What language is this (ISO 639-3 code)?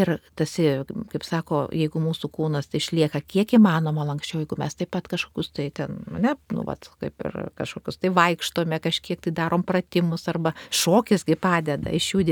lit